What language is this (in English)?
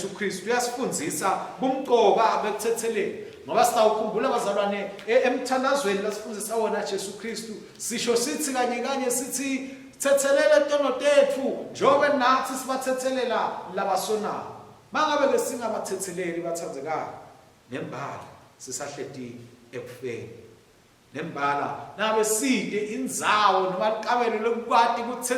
Swati